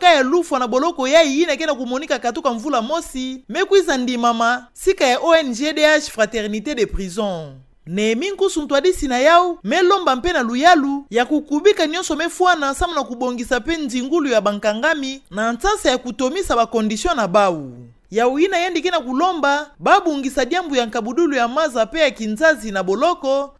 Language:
Kituba (Democratic Republic of Congo)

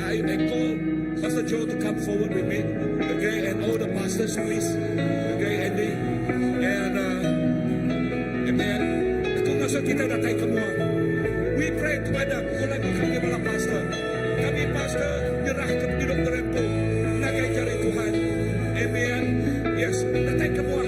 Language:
Iban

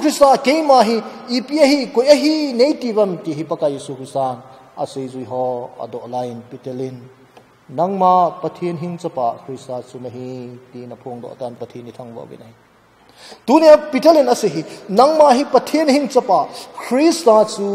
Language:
Thado Chin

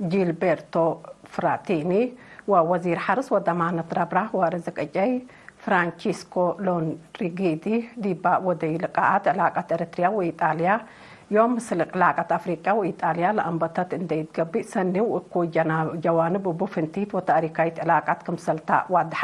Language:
Tigre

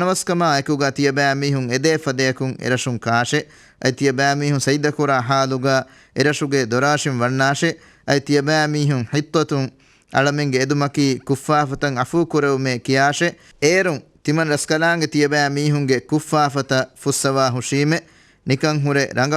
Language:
Divehi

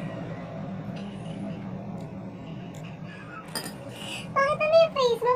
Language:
Filipino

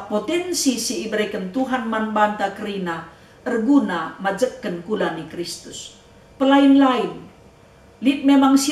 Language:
Batak Karo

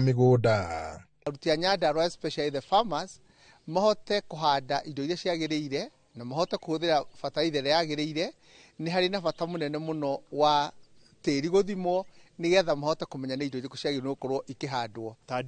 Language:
Kikuyu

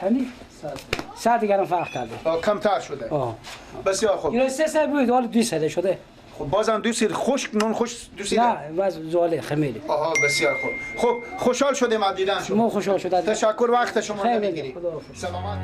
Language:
Persian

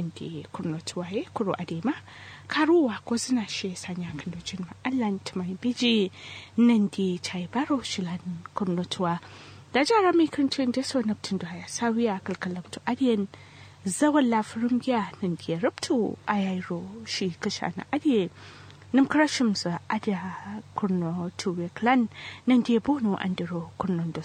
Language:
Kanuri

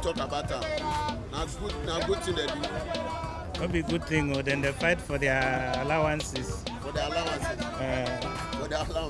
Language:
Nigerian Pidgin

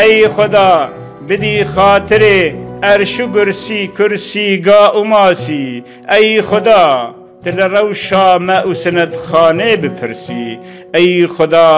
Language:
Kurdish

